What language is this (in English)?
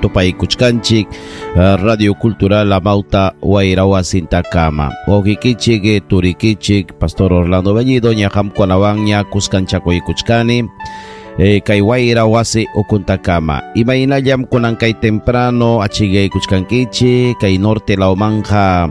Ayacucho Quechua